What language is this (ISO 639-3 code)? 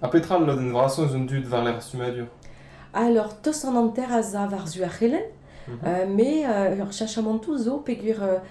bre